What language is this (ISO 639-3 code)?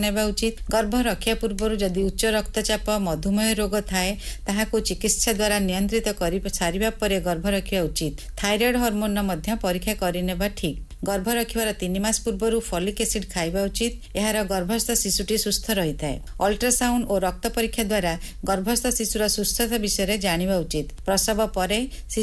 ori